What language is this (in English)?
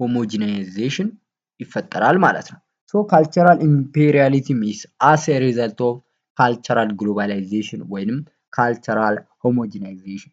Amharic